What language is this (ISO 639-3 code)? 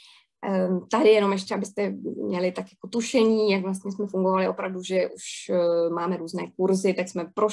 ces